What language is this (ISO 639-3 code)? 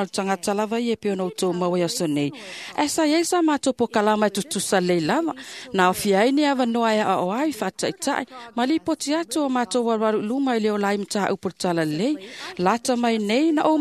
smo